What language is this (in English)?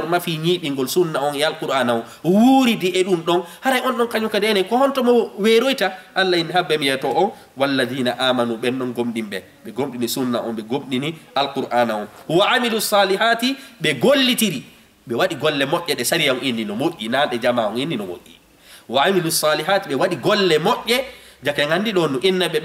Fula